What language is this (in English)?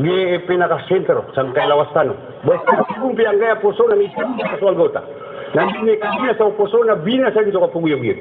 Maranao